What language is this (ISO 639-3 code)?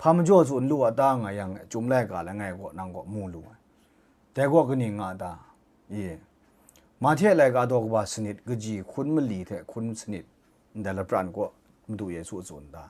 kac